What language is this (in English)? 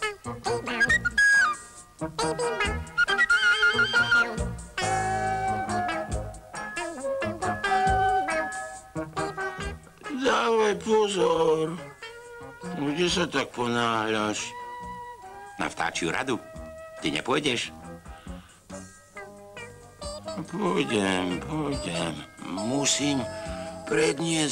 Slovak